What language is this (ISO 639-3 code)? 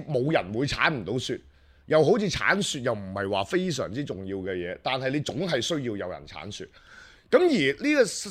yue